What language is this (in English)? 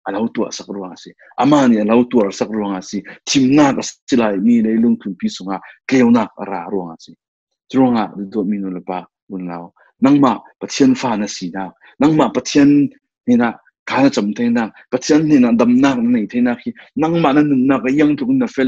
Falam Chin